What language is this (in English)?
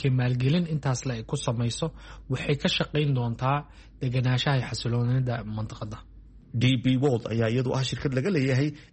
Somali